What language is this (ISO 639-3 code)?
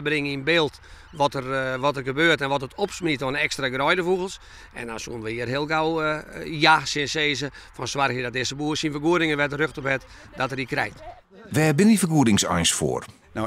fry